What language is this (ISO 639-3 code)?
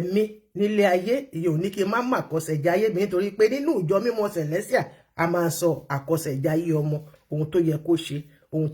yor